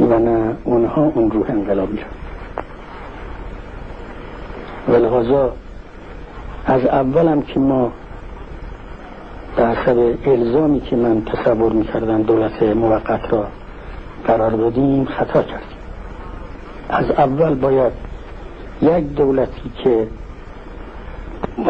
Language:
Persian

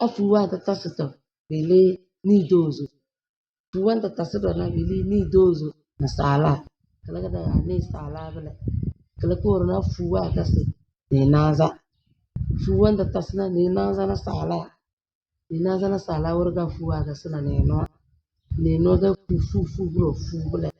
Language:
Tem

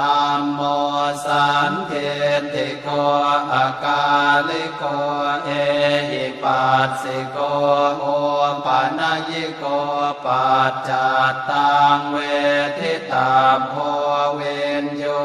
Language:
Pali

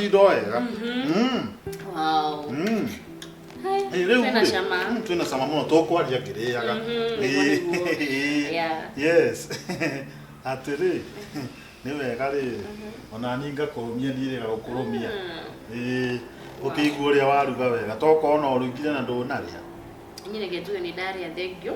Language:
Kikuyu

